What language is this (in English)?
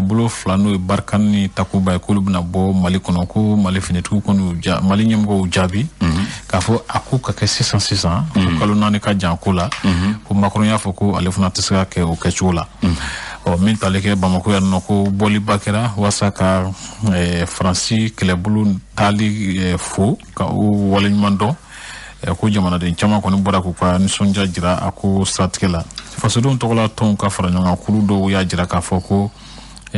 Bambara